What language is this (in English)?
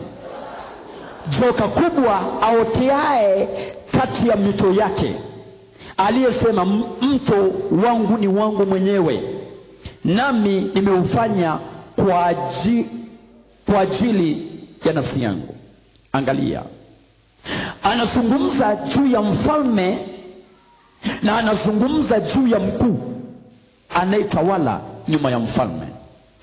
Swahili